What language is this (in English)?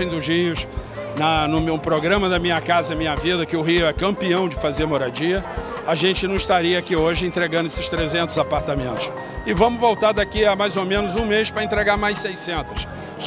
Portuguese